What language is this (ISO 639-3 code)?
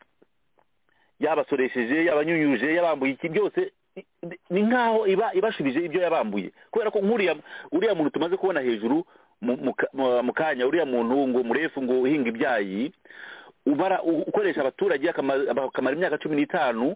kin